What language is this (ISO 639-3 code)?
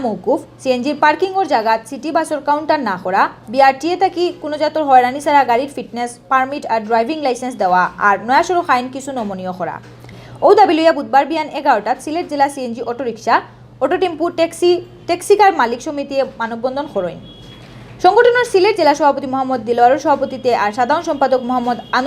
syl